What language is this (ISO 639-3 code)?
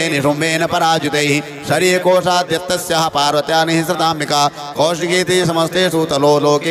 san